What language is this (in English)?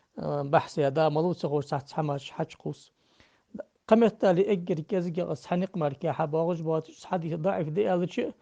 Ingush